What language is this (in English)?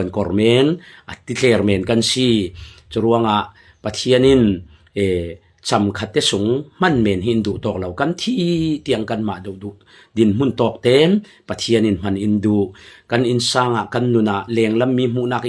Falam Chin